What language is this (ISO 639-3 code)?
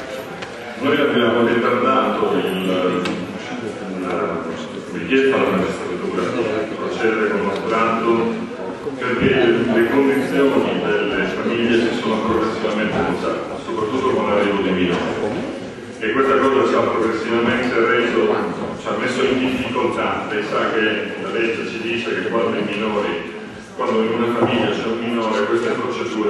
ita